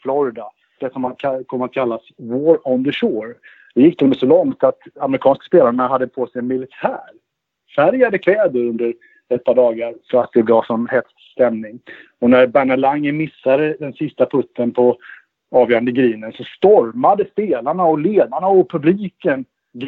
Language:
Swedish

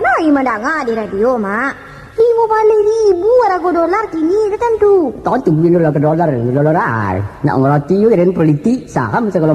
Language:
Minangkabau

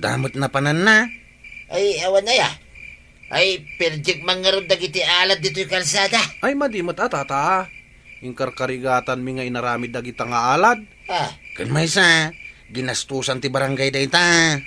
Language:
Iloko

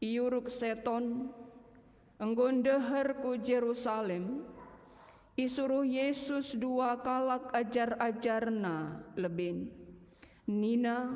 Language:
Batak Karo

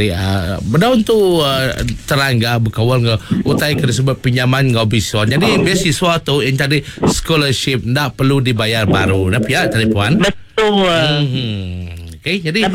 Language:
Iban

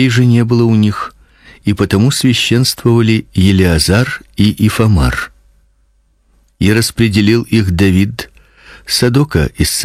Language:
Russian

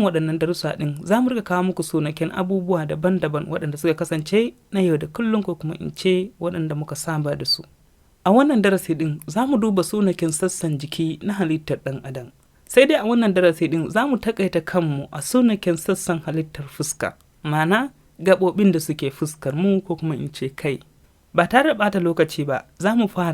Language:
Hausa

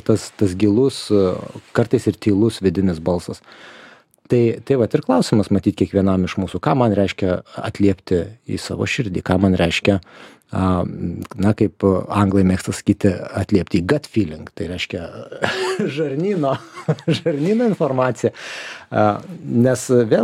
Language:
Lithuanian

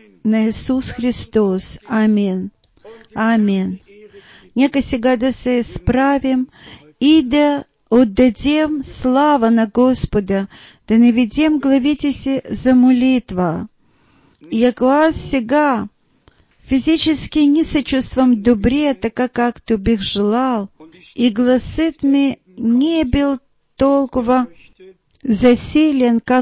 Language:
Bulgarian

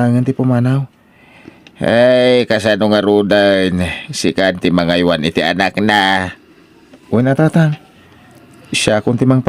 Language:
Iloko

